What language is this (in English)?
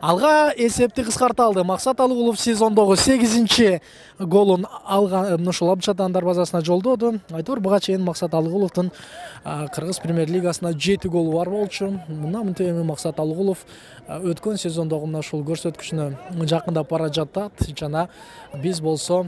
Kyrgyz